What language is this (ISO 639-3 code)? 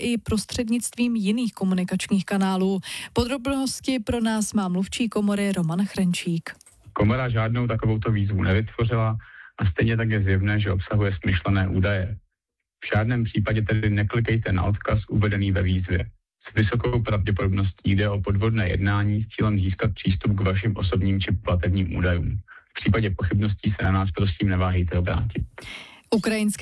ces